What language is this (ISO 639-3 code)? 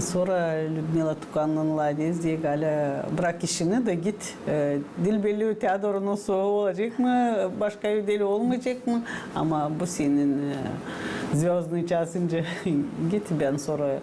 gag